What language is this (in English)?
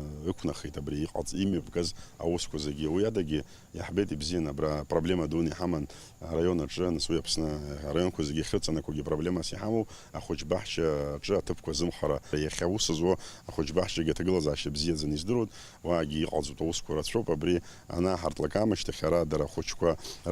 Abkhazian